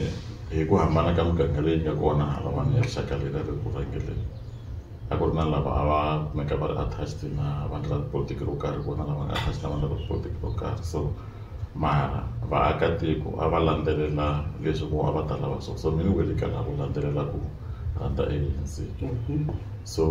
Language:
Tsonga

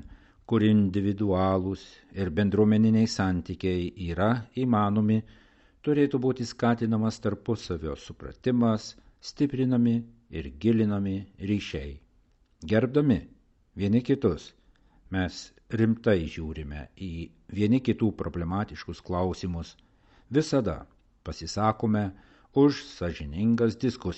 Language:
Lithuanian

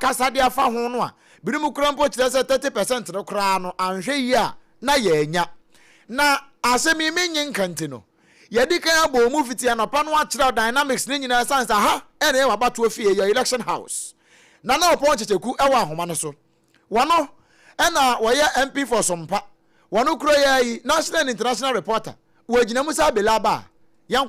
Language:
Akan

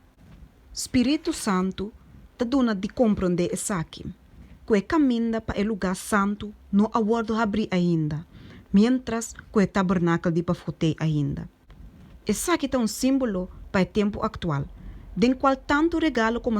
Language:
Papiamento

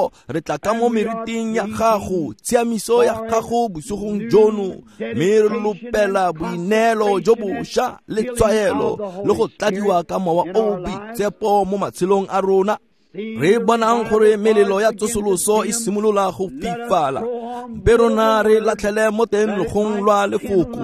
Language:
Tswana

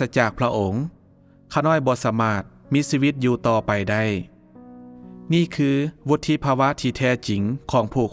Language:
Lao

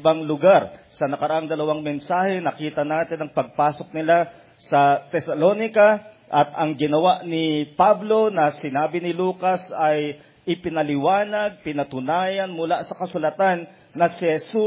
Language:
Filipino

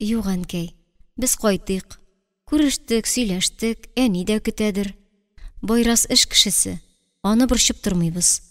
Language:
Tatar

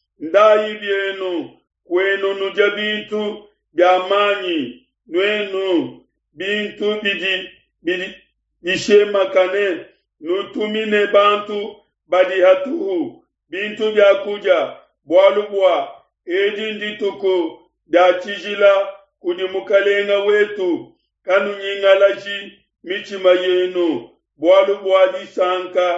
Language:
Luba-Lulua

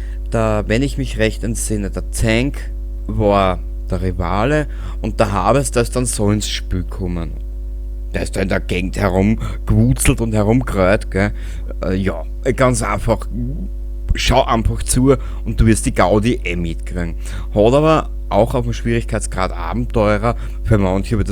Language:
Bavarian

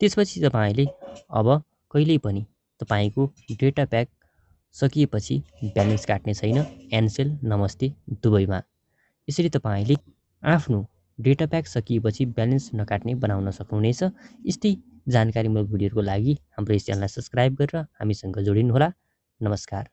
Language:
Nepali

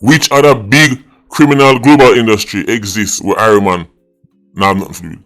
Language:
Jamaican Creole English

